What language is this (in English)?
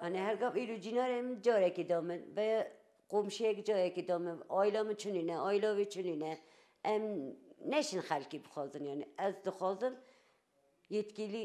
Kurdish